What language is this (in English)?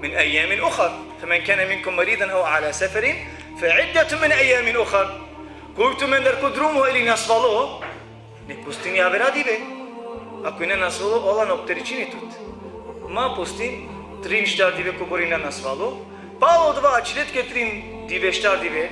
Balkan Romani